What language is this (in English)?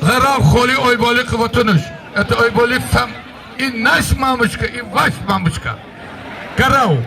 Tajik